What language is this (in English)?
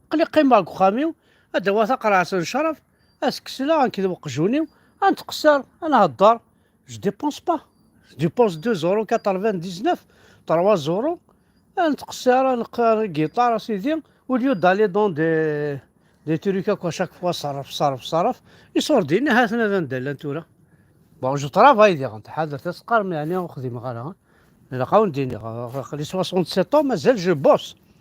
Kabyle